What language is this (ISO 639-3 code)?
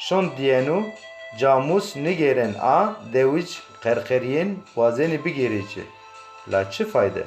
zza